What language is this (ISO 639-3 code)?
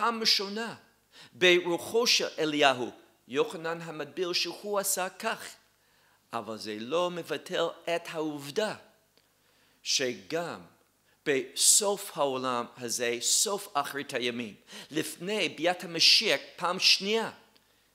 heb